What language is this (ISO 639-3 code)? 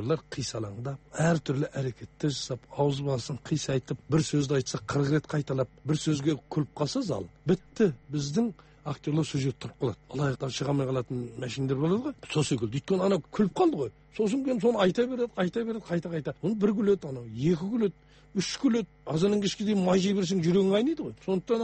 kaz